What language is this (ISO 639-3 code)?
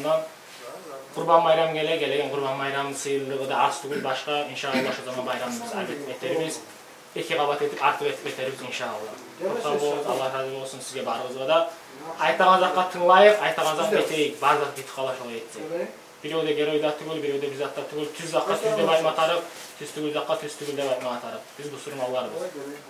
kum